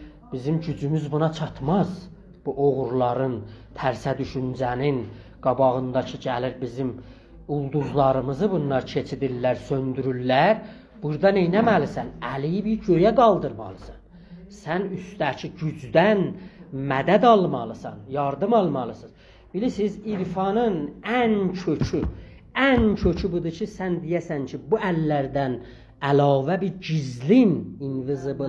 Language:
South Azerbaijani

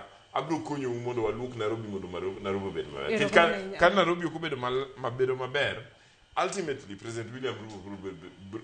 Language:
Luo (Kenya and Tanzania)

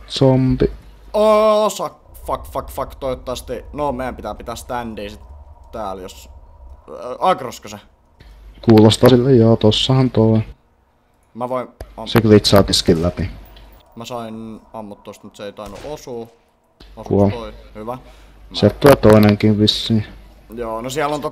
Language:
Finnish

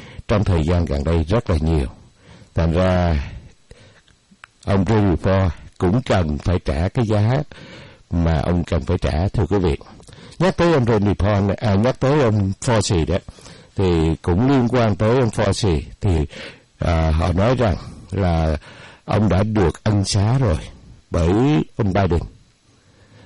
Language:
Vietnamese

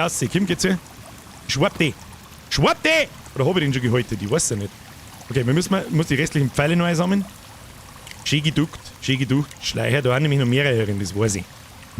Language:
Bavarian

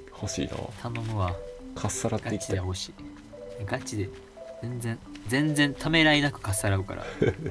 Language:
Japanese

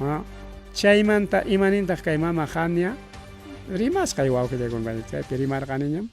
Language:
Ayacucho Quechua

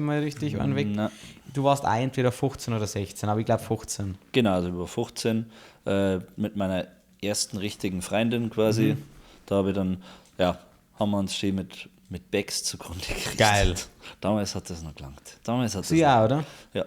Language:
Bavarian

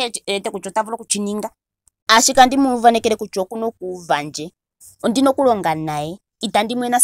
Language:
Ndonga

